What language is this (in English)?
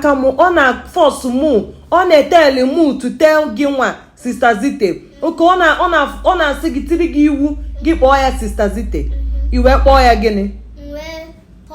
Igbo